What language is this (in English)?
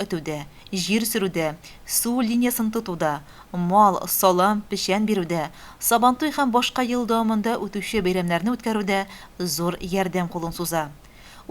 Tatar